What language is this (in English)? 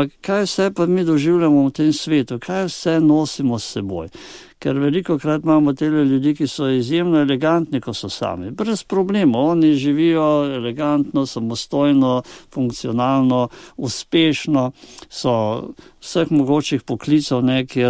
Slovenian